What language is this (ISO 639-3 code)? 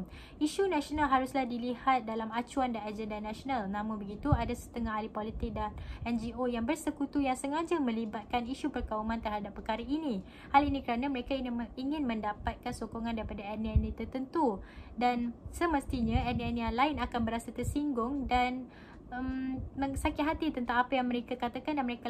msa